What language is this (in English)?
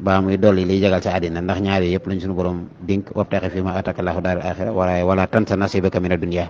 Wolof